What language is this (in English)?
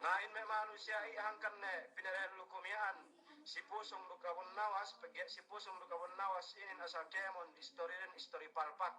Yakan